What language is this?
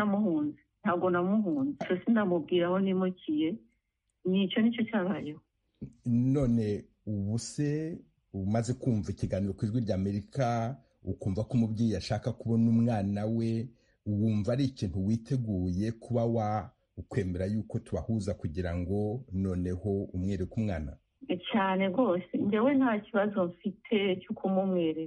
Kinyarwanda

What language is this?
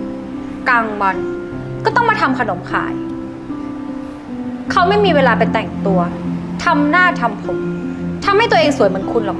Thai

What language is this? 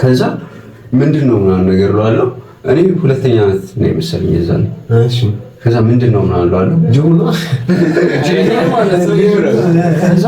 Amharic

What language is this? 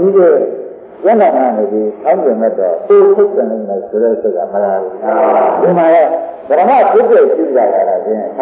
Burmese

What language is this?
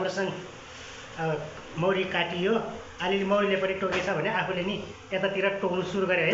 Nepali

